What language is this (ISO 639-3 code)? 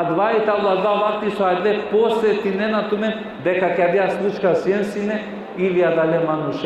rmn